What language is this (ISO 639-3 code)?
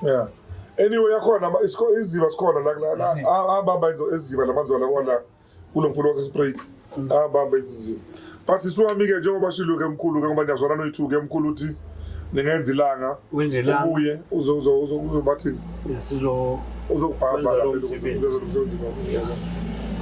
zul